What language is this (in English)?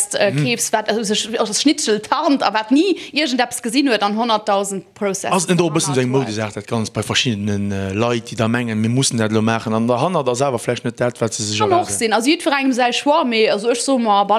Luxembourgish